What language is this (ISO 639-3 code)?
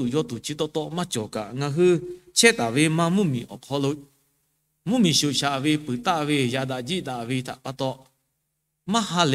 lhu